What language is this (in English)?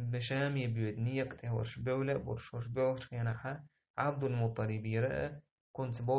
Chechen